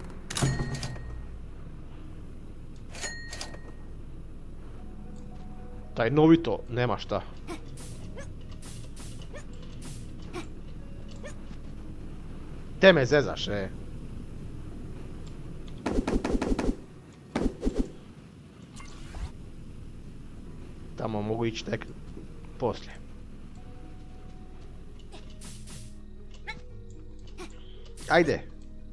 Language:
Croatian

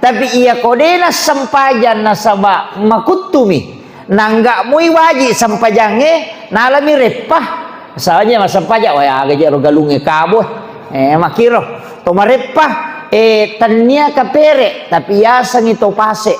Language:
Buginese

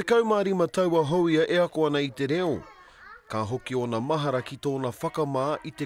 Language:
Māori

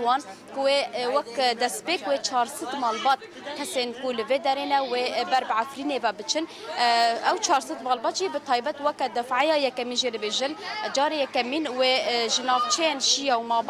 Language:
Kurdish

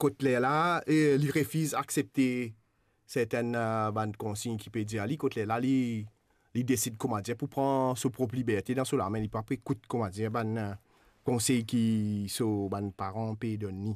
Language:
Morisyen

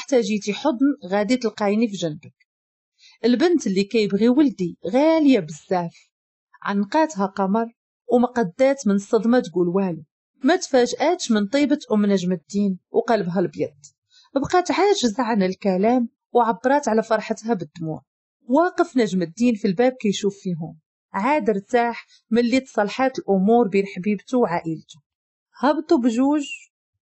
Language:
Moroccan Arabic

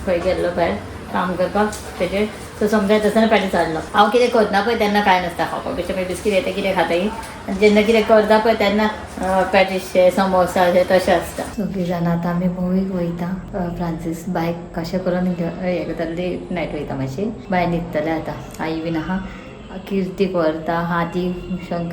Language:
Konkani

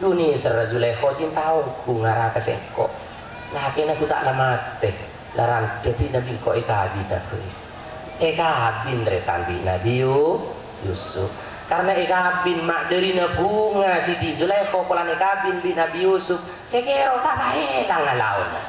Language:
Madurese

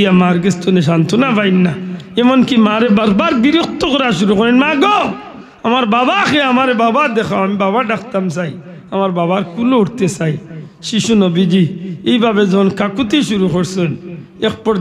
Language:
Sylheti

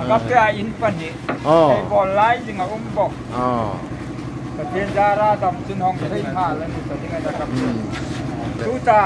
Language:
Hmar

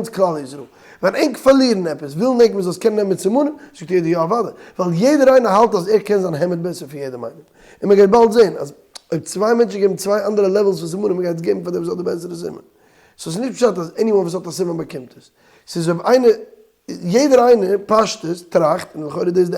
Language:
Yiddish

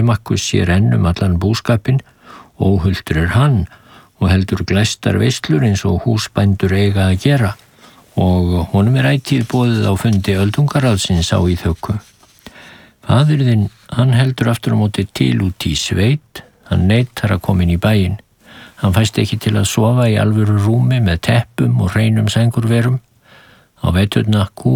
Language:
Icelandic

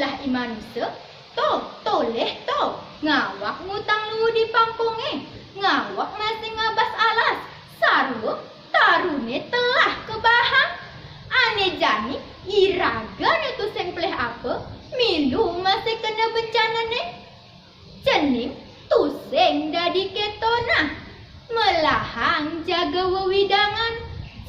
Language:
Balinese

